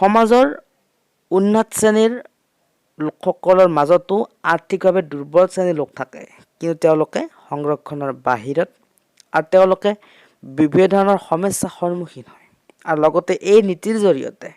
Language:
Assamese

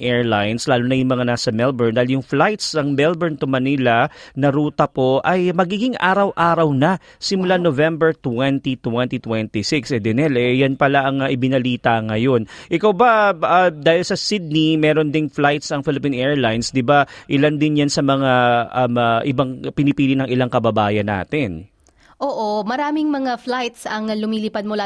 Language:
Filipino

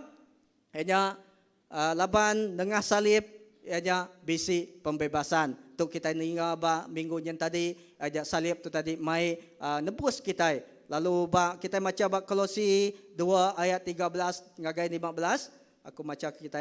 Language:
Iban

